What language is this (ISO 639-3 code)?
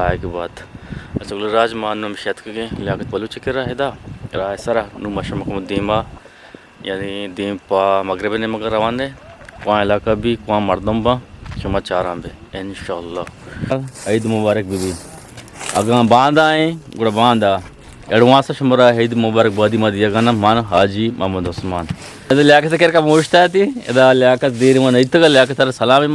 bgp